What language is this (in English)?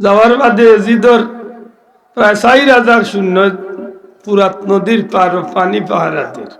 Sylheti